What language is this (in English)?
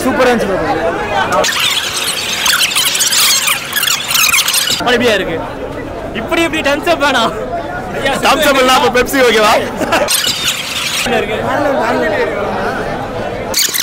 Tamil